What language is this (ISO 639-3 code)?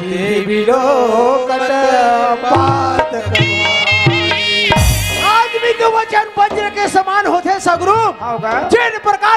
hne